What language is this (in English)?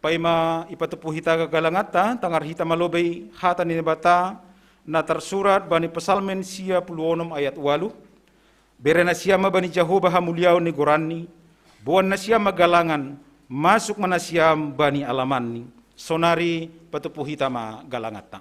Batak Simalungun